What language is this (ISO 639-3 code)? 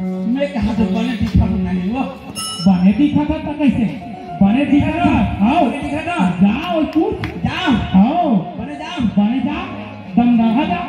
hne